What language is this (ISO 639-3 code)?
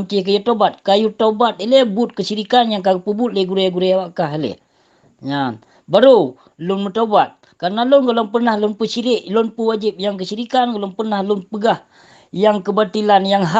ace